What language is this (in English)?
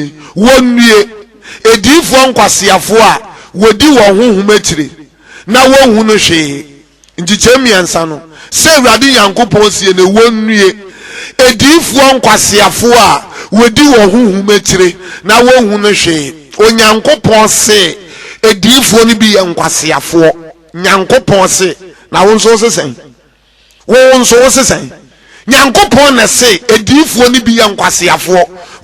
Akan